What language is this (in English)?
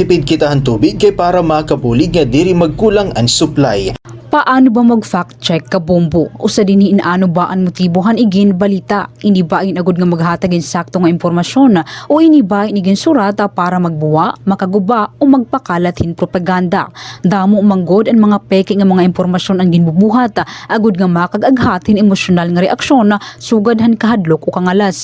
Waray